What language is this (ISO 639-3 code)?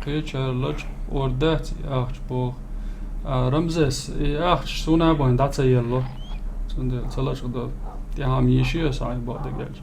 che